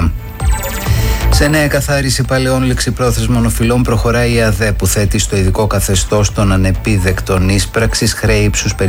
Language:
Greek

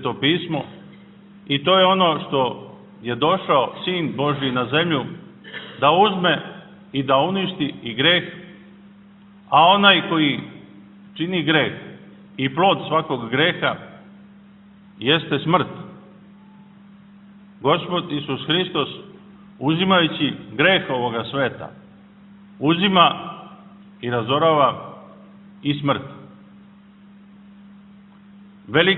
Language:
Serbian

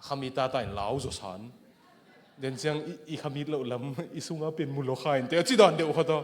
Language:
Tedim Chin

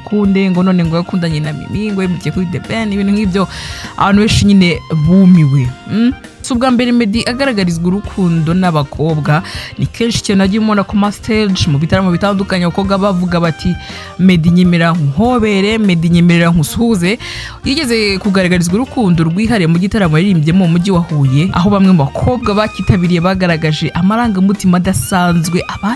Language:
Kinyarwanda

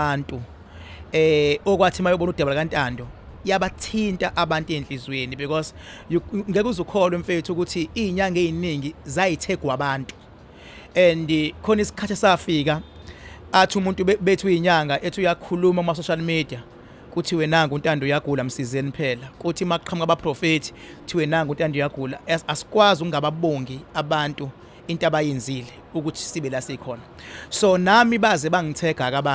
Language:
Zulu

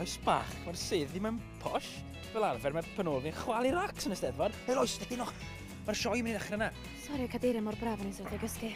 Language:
Welsh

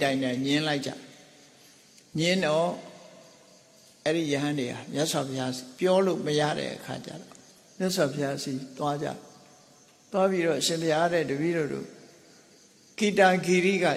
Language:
Burmese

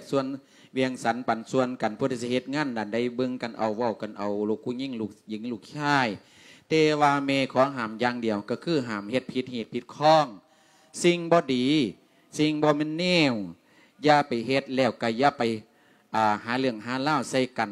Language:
Lao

